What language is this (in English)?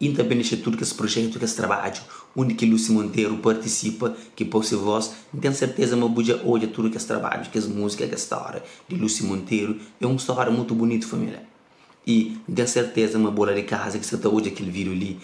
Kabuverdianu